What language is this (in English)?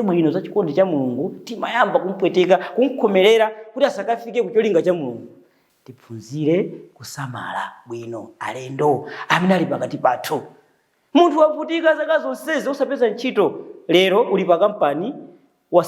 Nyanja